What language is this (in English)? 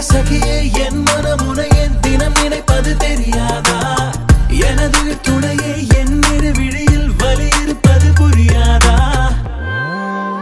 Tamil